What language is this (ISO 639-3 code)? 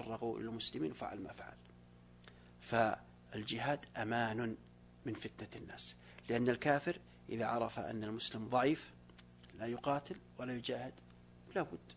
ara